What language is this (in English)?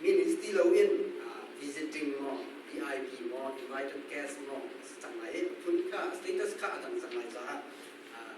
Hakha Chin